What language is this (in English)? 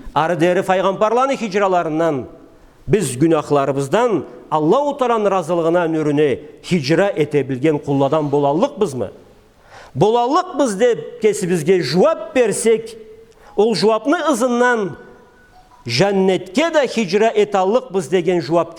Karachay-Balkar